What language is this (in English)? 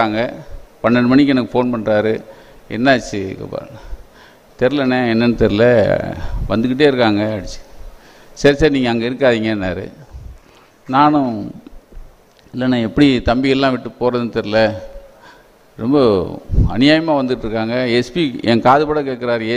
Tamil